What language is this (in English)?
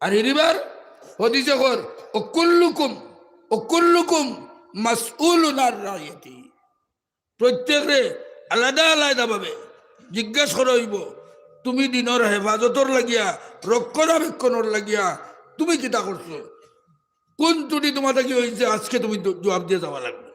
Sylheti